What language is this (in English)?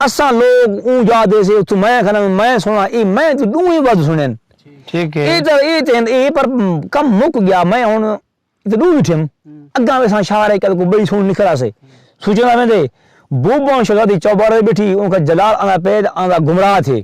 Saraiki